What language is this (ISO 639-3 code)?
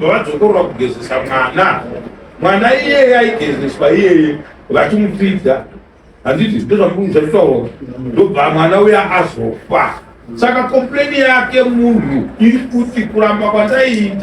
sna